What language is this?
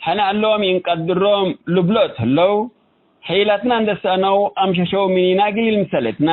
Tigre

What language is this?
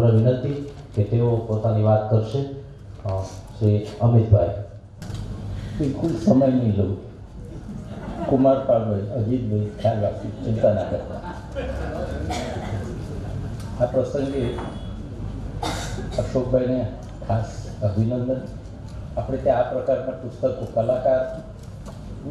Gujarati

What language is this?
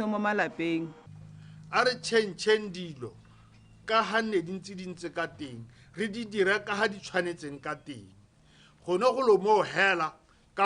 Tswana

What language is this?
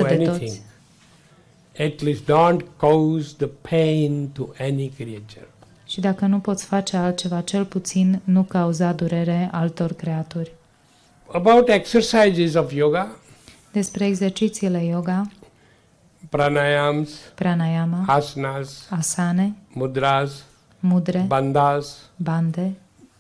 Romanian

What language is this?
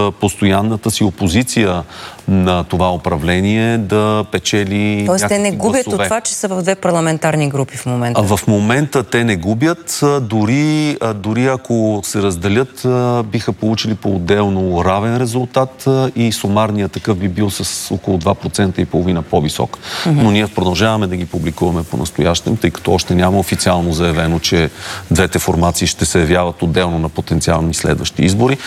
Bulgarian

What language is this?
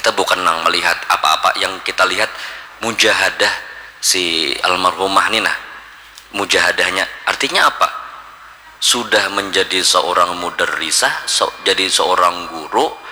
Banjar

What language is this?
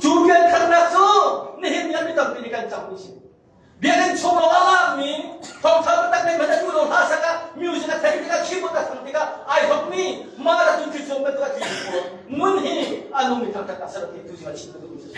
Hakha Chin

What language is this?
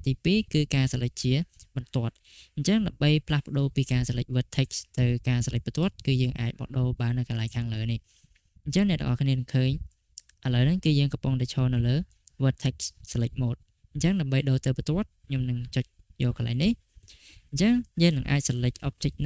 Khmer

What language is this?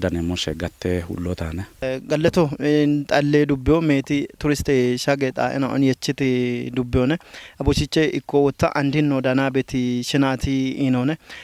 Kafa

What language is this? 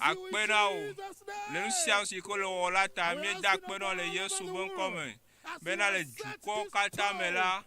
Ewe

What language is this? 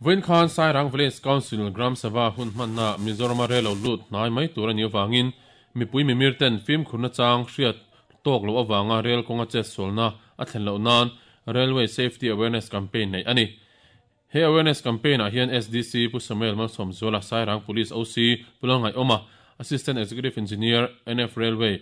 Mizo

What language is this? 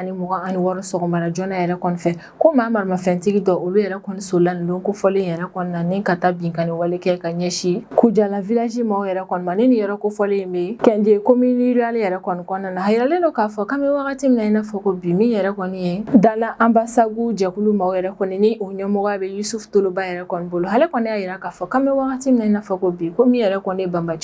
Bambara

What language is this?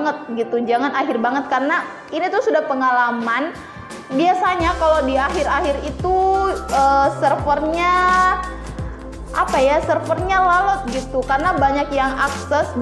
Indonesian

